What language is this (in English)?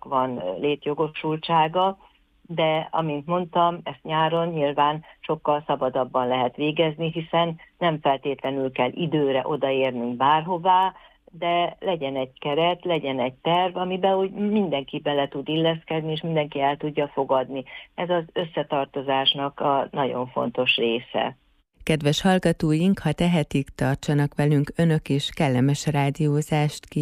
Hungarian